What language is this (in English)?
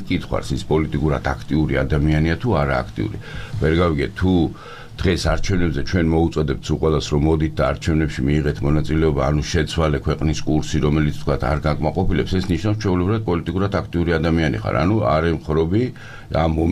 Georgian